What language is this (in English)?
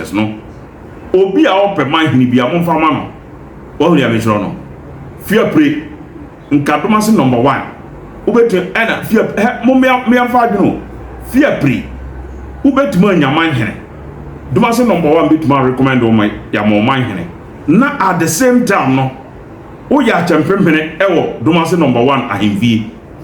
Akan